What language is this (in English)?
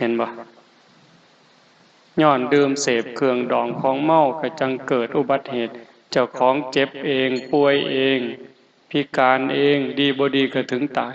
Northeastern Thai